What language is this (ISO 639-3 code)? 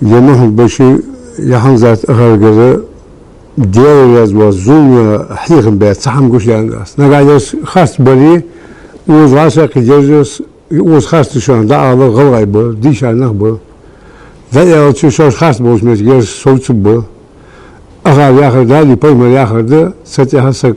inh